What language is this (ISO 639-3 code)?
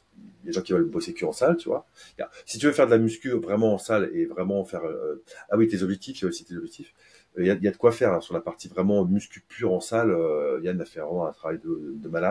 fra